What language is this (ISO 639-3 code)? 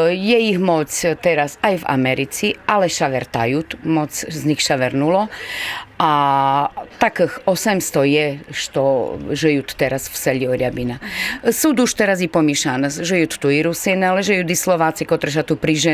rue